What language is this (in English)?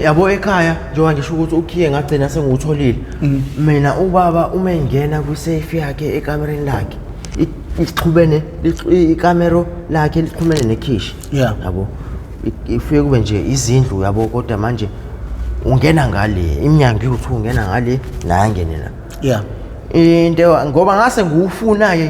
Zulu